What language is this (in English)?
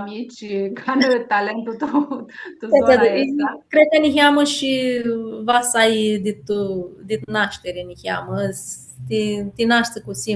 Aromanian